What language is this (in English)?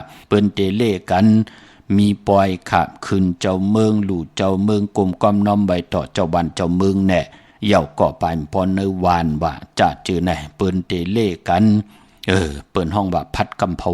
Shan